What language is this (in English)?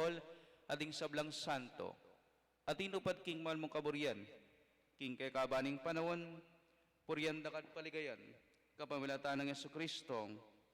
Pampanga